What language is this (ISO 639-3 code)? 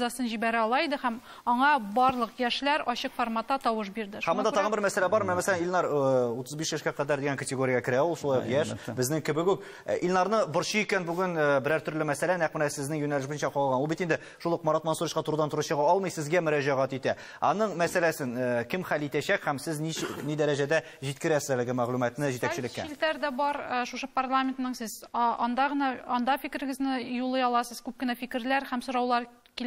tat